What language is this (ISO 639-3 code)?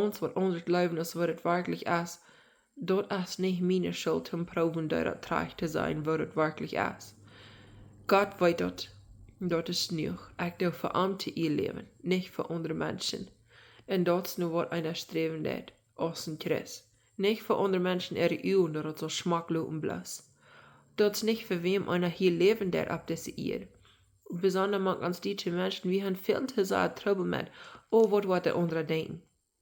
pdt